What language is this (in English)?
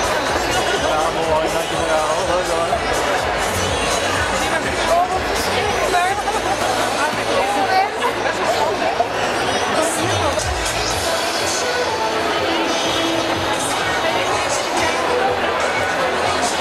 Dutch